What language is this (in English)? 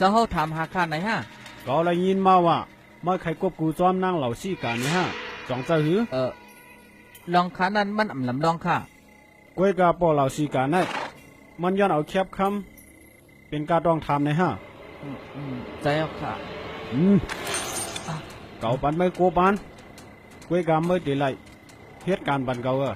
Shan